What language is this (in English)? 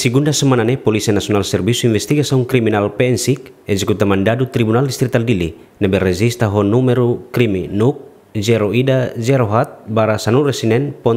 Tetum